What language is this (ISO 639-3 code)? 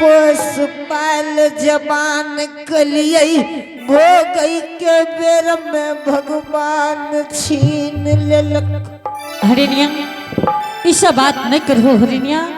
anp